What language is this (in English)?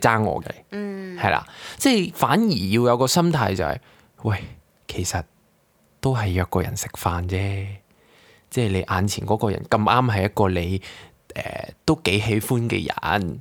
Cantonese